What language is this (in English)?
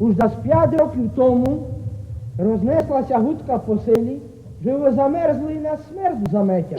Rusyn